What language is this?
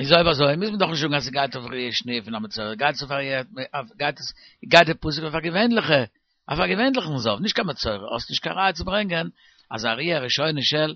Yiddish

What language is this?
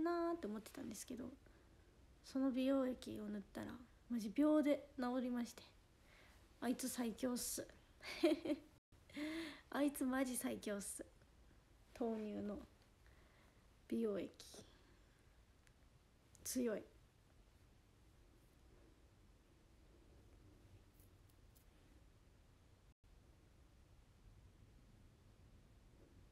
Japanese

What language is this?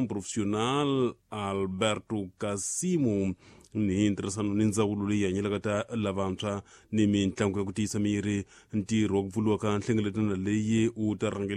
Tsonga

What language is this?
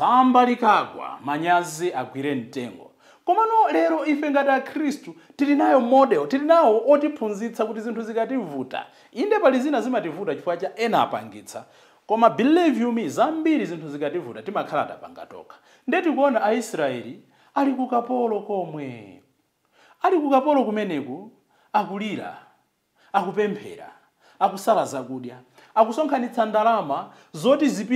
Nyanja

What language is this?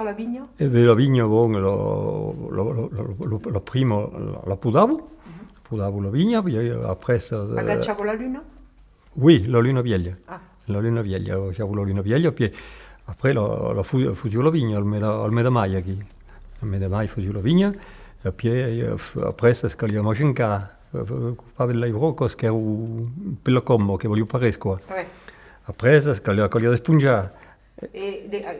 Occitan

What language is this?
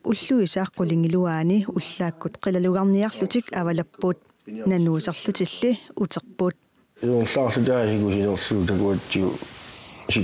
Kalaallisut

